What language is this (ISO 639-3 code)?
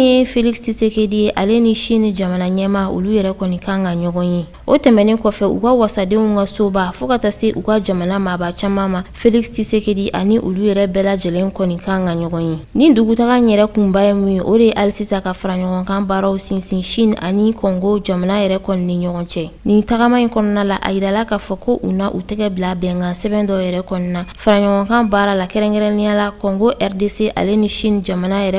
bam